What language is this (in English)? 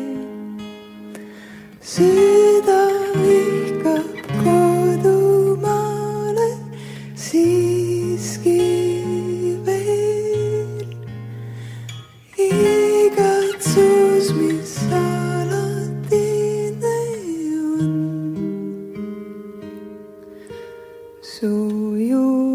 Estonian